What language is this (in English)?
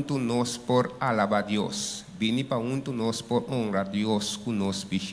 Papiamento